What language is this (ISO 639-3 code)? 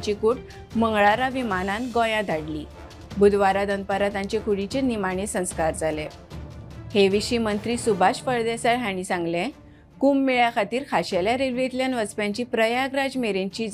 kok